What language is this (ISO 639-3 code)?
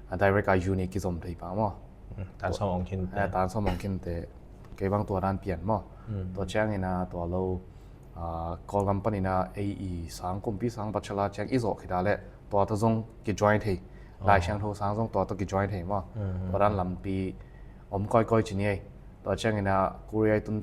ctd